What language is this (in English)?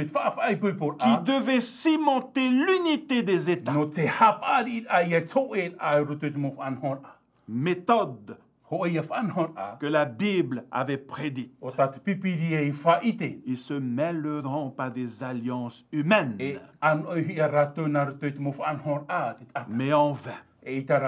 Tahitian